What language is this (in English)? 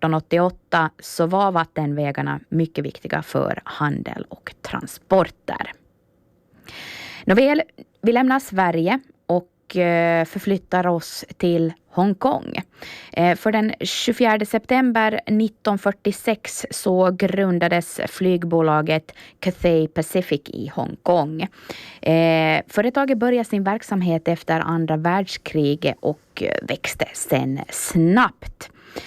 Swedish